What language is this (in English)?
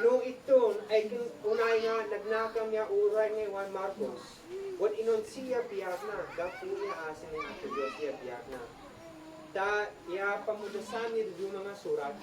Isnag